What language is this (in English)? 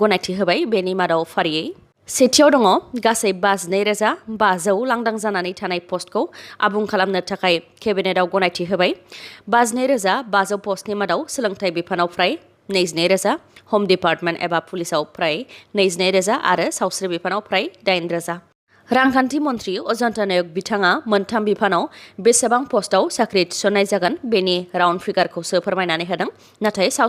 Bodo